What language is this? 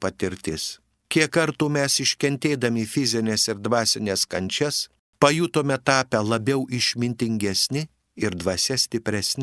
Lithuanian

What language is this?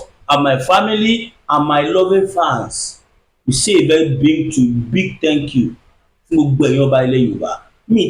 Yoruba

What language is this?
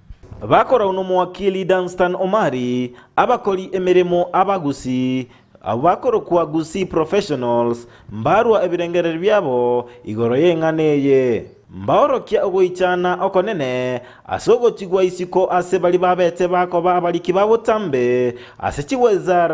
Gusii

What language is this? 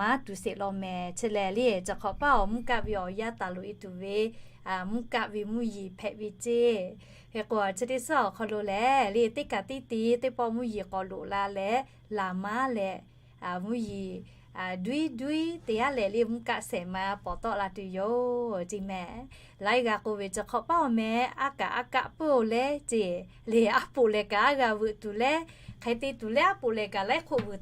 Lahu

